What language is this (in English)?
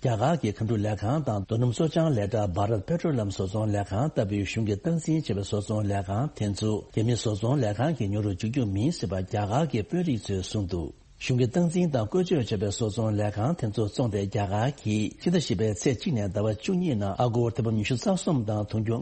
Tibetan